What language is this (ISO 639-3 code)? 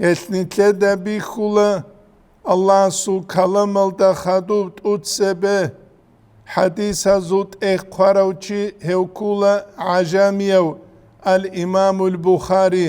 ava